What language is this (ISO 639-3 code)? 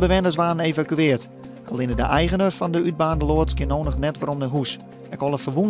fry